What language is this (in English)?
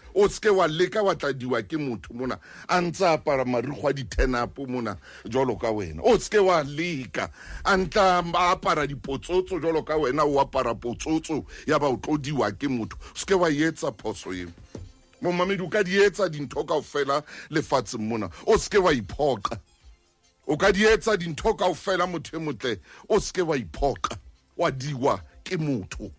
Southern Sotho